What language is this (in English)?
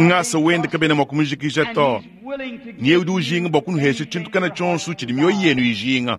Luba-Lulua